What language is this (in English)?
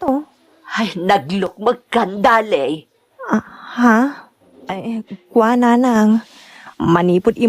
Iloko